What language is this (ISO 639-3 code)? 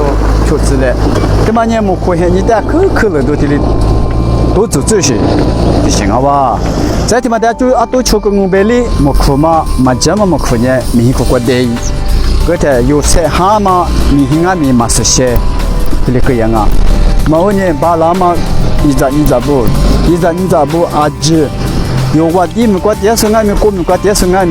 lis